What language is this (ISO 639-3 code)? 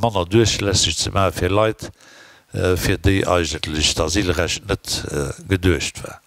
ltz